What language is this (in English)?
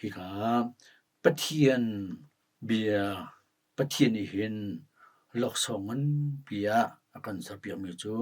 Hakha Chin